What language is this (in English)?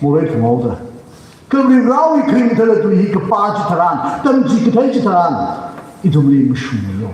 Tangkhul Naga (India)